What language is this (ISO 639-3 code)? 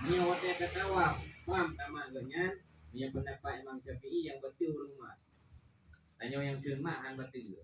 ace